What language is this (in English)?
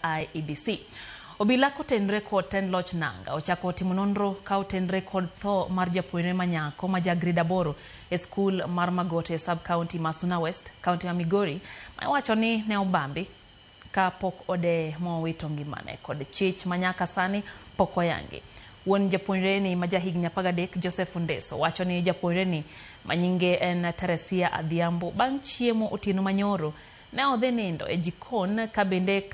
Luo (Kenya and Tanzania)